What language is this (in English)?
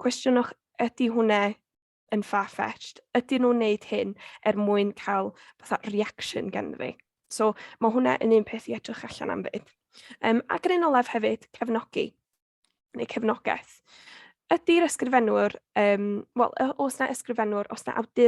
Welsh